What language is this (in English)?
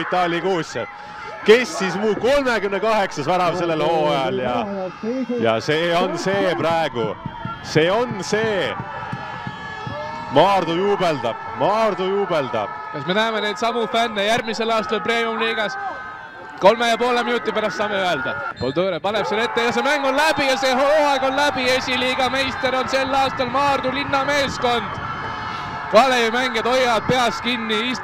Estonian